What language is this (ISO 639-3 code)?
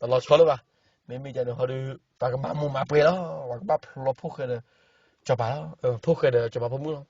ksw